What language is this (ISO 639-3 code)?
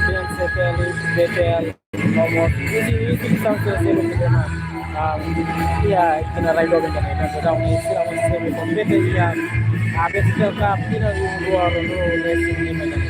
tet